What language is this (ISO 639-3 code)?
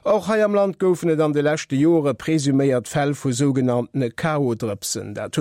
ltz